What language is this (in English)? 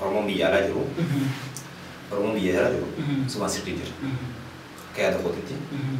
Oromo